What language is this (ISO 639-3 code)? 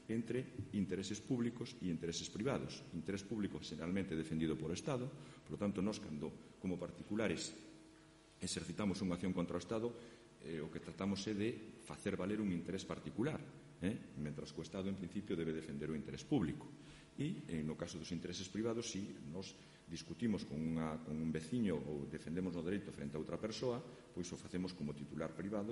glg